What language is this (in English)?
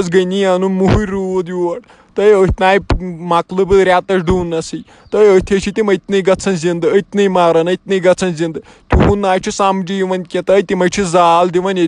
Kashmiri